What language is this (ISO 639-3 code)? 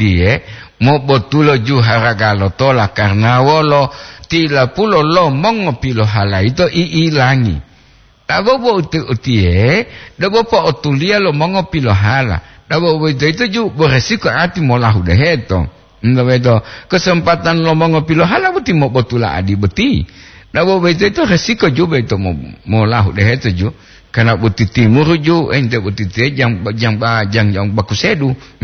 gor